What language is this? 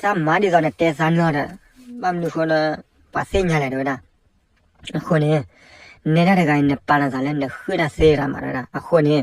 S'gaw Karen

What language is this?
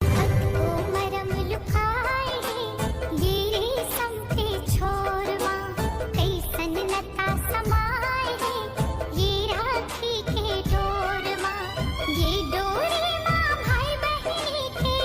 Chhattisgarhi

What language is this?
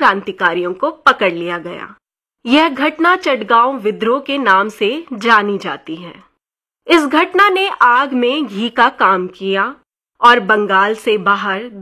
Hindi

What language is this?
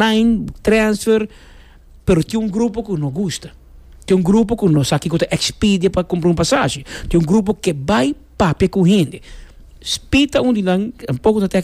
Papiamento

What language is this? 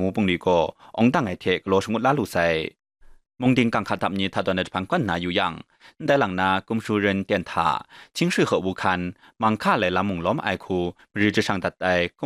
Kachin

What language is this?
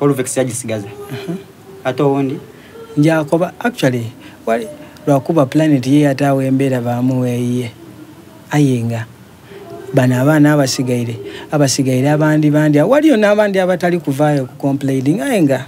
Soga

